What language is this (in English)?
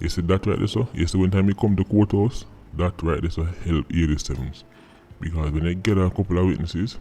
Jamaican Creole English